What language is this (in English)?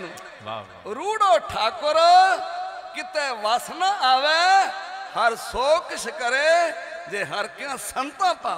Punjabi